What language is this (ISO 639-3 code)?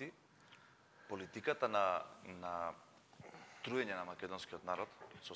mkd